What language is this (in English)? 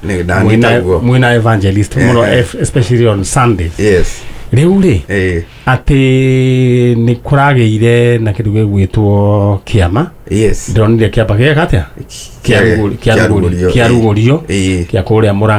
Kikuyu